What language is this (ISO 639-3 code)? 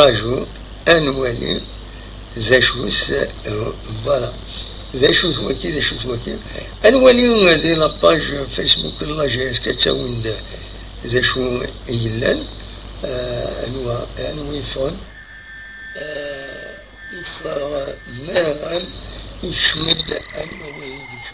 kab